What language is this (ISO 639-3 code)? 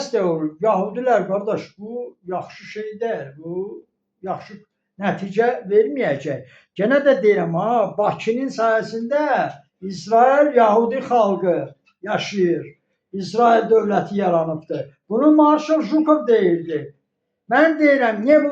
aze